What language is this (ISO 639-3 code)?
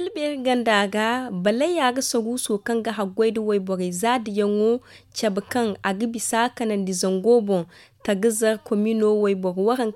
dje